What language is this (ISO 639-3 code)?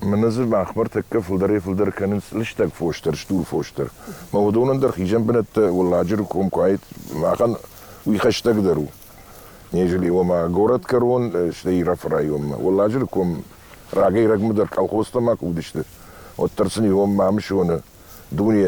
oss